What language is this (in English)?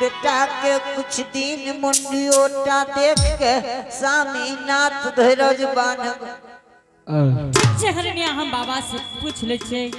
Angika